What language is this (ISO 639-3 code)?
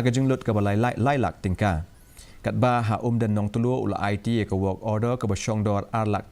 kha